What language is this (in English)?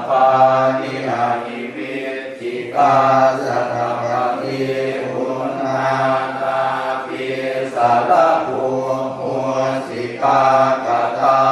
Pali